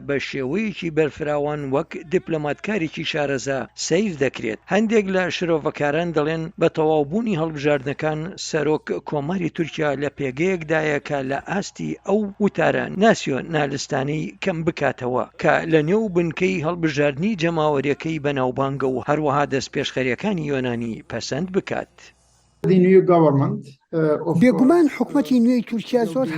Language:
Central Kurdish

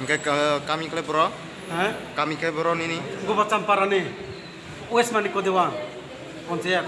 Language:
Riang (India)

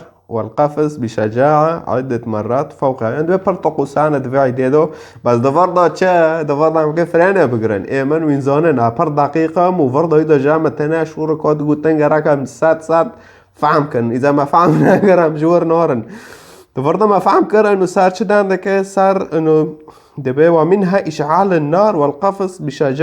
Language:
Kurdish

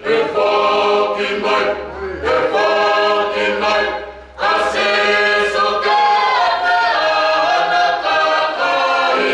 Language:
Tongan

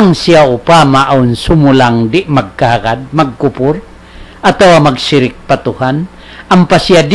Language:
Tausug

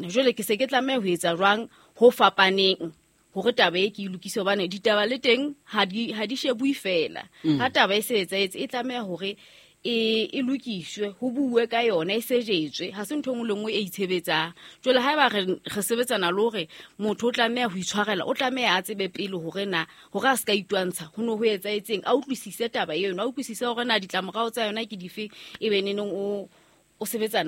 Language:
Southern Sotho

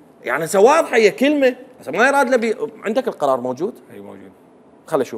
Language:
Mesopotamian Arabic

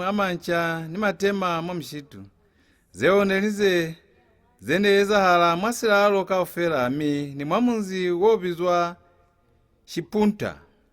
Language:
Lozi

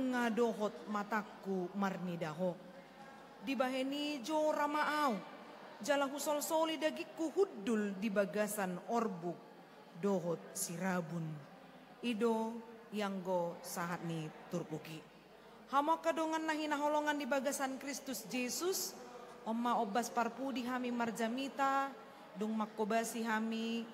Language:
Batak Toba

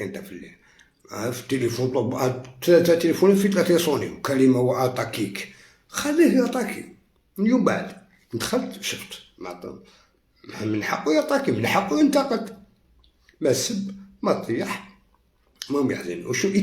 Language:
Algerian Arabic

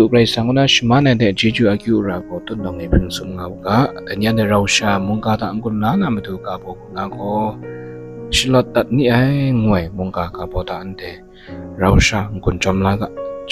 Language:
Kachin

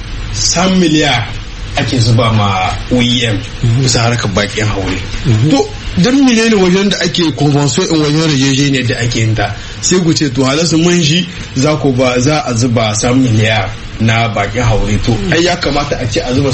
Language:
Hausa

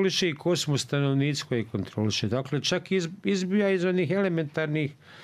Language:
Bosnian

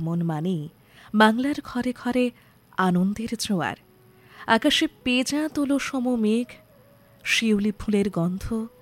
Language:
Bangla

